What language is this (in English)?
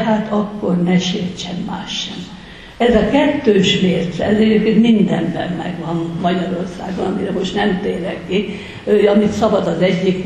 Hungarian